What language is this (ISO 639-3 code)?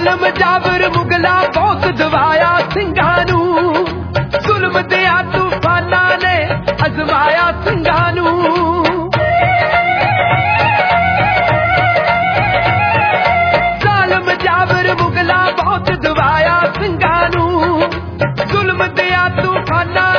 pan